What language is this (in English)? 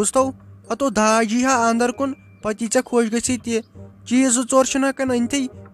Kashmiri